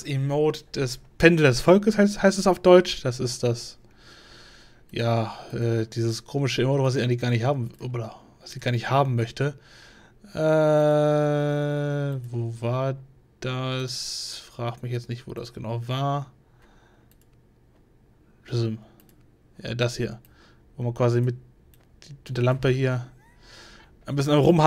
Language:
German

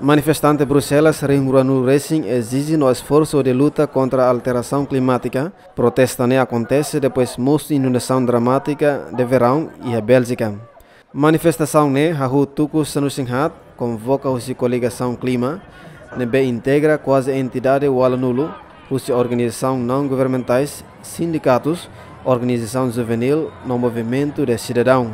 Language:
Tetum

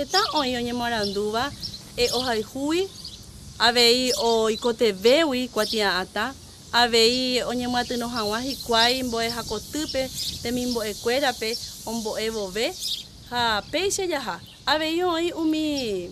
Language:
Guarani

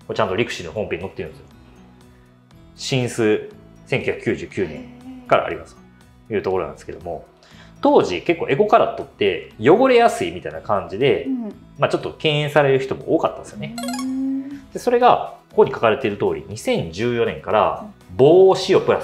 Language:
Japanese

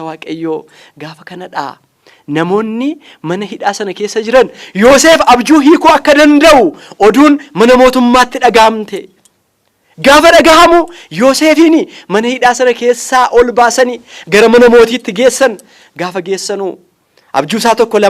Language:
Oromo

